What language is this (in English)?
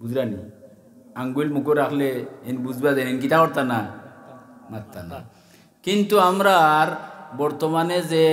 Sylheti